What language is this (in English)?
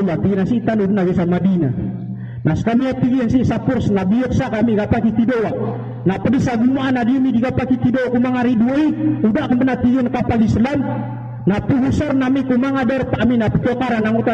Maranao